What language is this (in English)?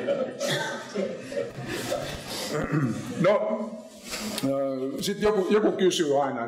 Finnish